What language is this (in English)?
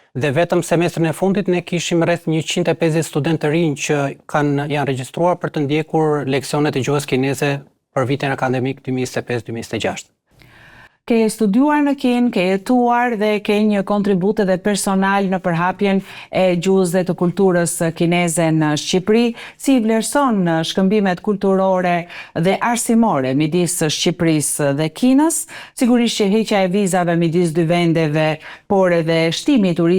Albanian